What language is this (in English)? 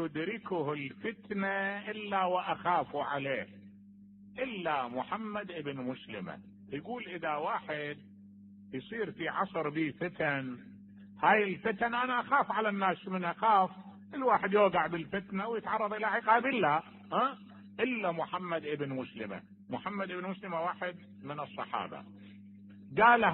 Mesopotamian Arabic